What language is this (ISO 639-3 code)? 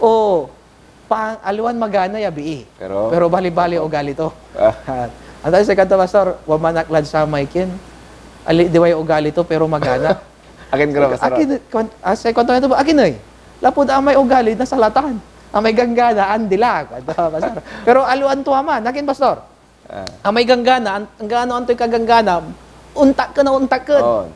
pag